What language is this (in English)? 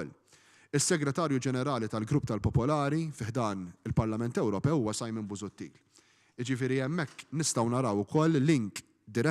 Maltese